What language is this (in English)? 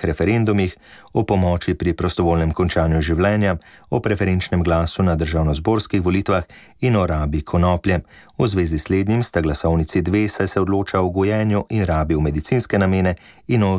Slovenian